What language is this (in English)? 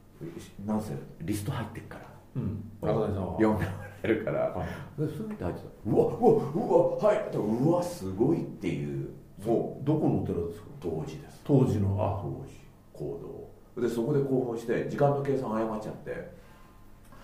Japanese